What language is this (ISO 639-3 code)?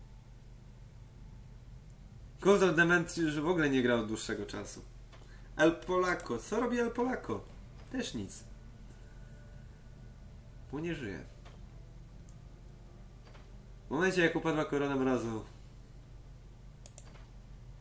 pol